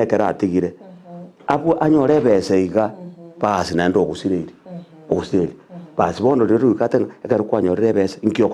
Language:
Gusii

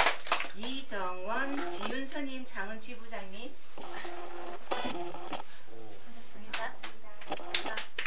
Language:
Korean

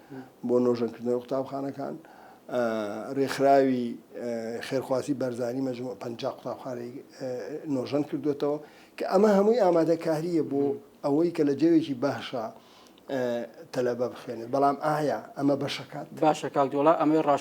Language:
Central Kurdish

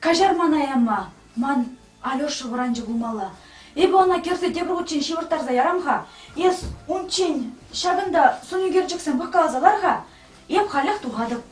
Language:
Chuvash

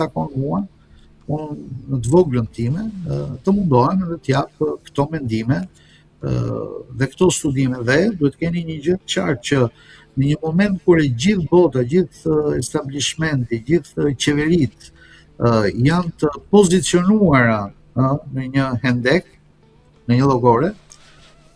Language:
Albanian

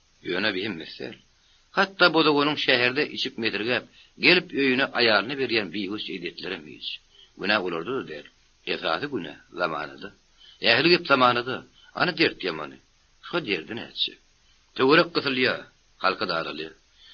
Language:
Turkmen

